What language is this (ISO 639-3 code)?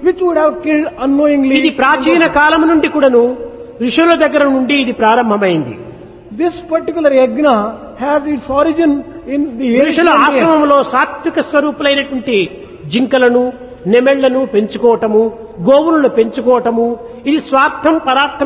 tel